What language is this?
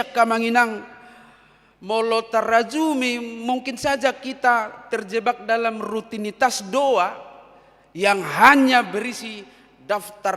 Batak Toba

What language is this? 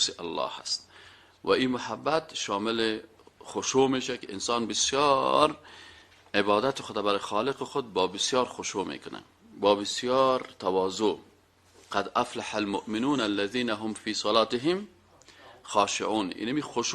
Persian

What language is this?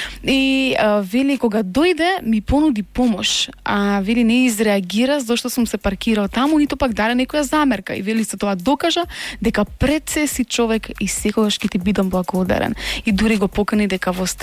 Macedonian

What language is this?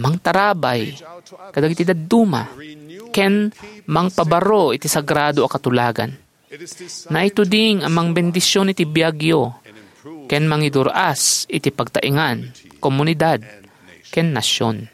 Iloko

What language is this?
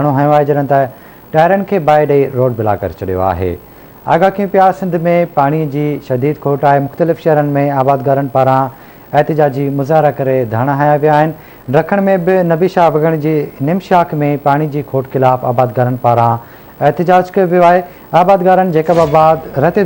Sindhi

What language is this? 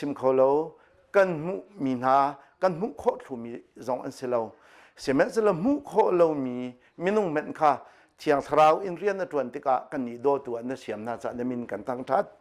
Hakha Chin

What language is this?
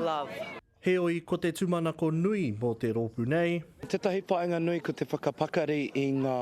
Māori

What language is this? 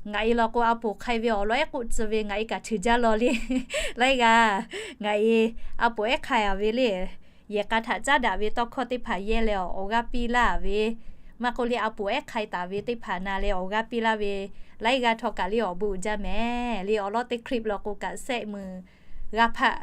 Lahu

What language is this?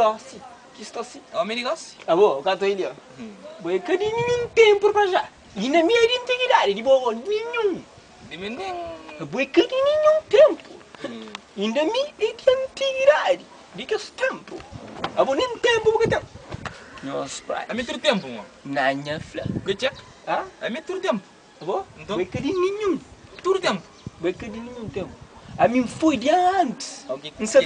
Kabuverdianu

